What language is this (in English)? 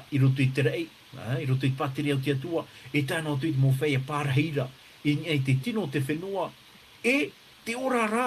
Tahitian